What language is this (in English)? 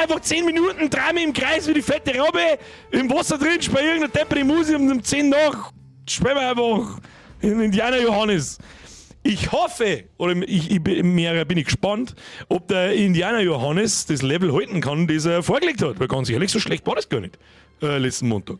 Bavarian